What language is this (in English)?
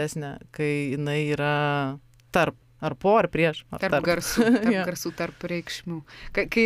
Lithuanian